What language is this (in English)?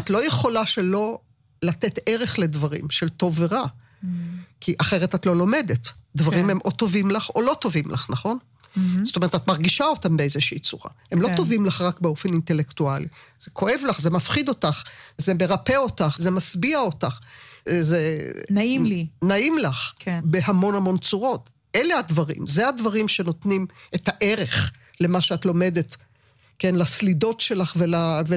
Hebrew